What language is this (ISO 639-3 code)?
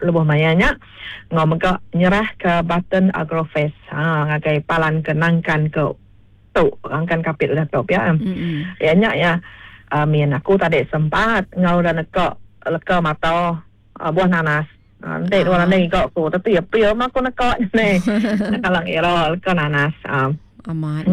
iba